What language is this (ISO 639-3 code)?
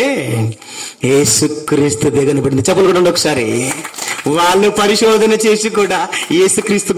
tel